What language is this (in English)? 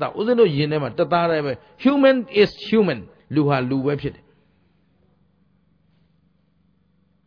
Burmese